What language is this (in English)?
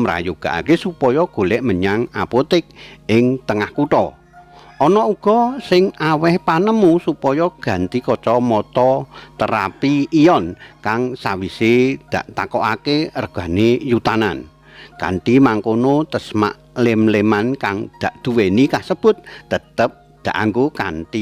Javanese